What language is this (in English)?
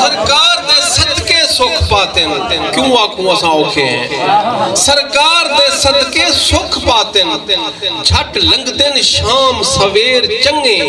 Saraiki